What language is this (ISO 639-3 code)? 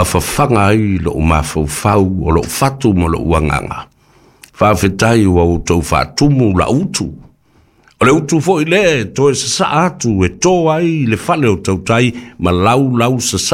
smo